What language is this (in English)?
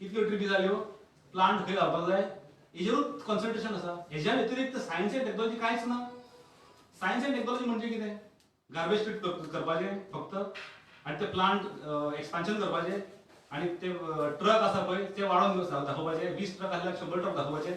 Konkani